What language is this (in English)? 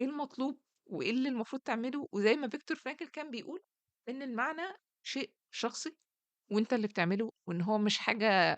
Egyptian Arabic